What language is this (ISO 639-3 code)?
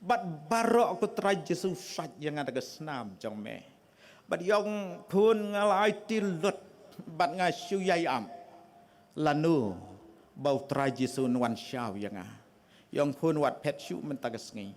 kha